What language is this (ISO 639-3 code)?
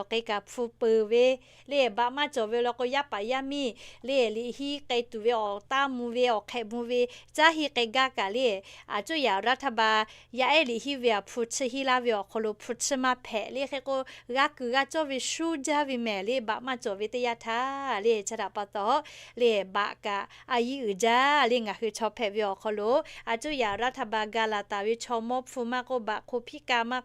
lhu